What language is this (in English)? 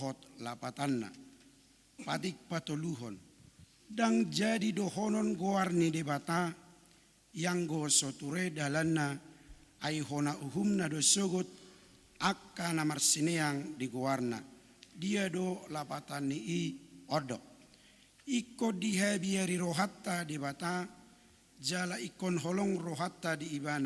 Batak Toba